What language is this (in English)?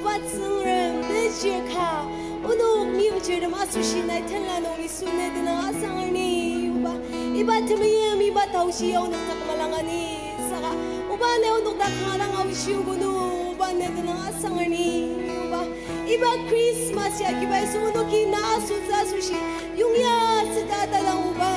Ao Naga